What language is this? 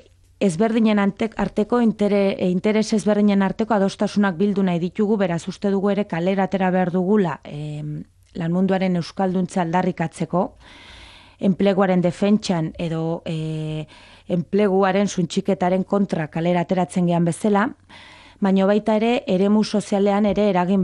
Basque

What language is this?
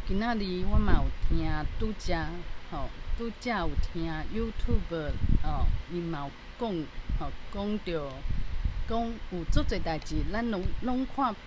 Min Nan Chinese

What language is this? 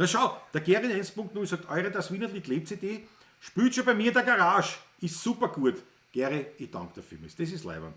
Bavarian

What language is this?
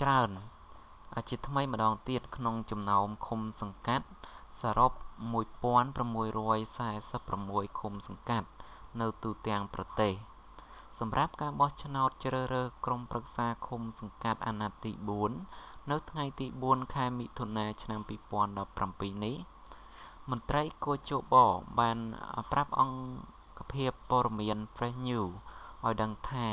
Khmer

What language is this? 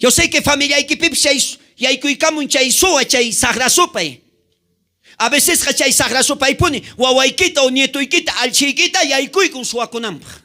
South Bolivian Quechua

